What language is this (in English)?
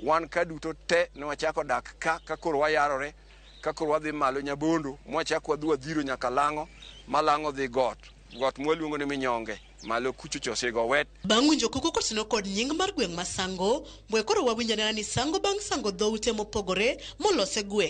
Luo (Kenya and Tanzania)